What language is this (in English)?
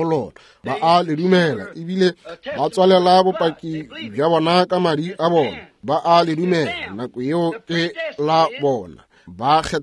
Northern Sotho